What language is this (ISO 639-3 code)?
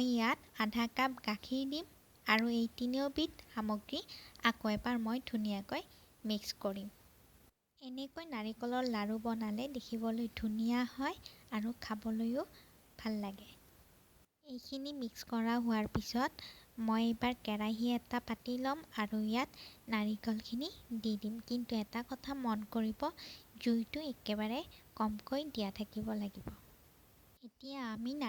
asm